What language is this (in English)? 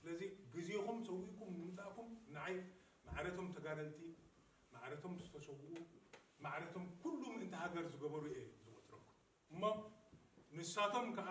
Tigrinya